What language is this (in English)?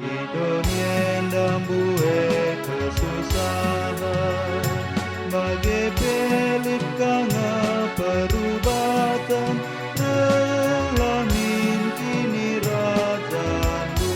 Batak Karo